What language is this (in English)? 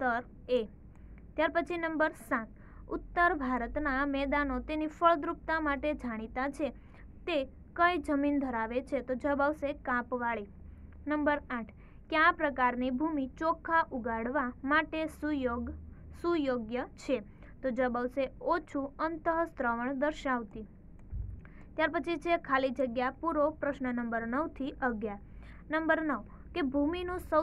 Gujarati